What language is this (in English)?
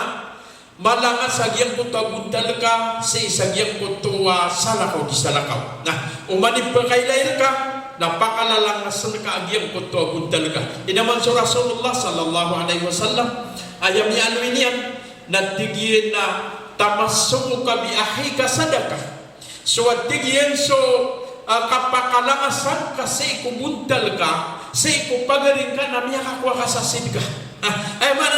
Maranao